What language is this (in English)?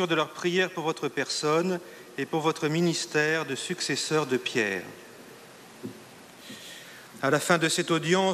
French